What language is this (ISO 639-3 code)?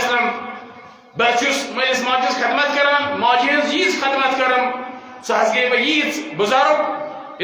kas